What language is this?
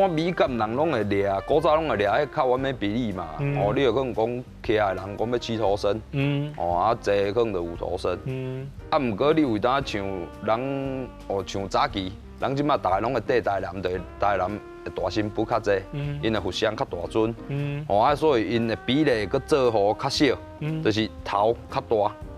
Min Nan Chinese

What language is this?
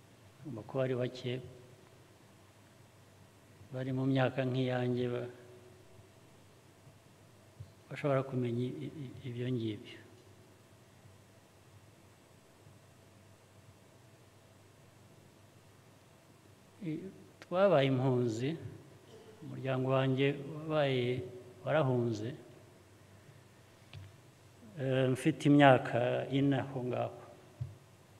Kinyarwanda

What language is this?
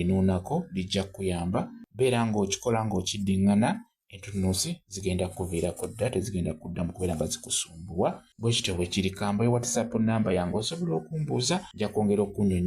Ganda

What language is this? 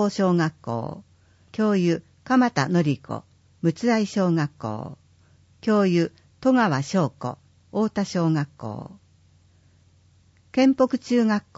Japanese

